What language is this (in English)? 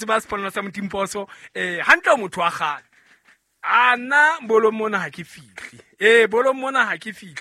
Southern Sotho